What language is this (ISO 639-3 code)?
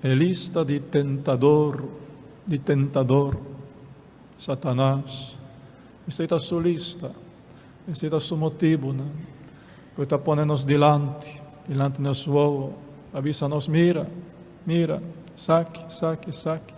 pap